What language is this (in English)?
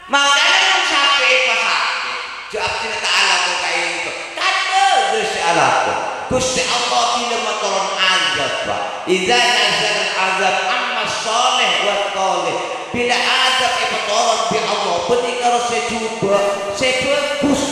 Madurese